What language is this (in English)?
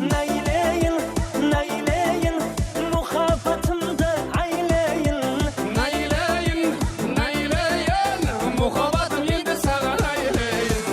Kara-Kalpak